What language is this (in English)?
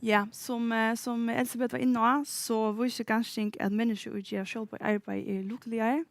Faroese